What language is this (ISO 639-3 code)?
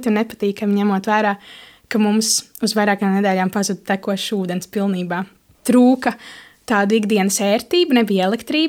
lav